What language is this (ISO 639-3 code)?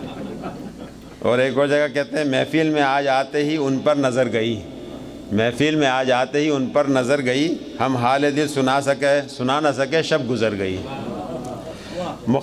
urd